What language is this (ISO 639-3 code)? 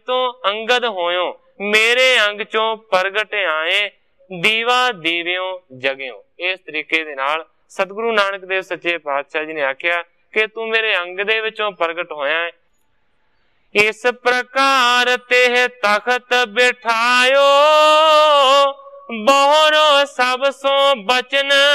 pan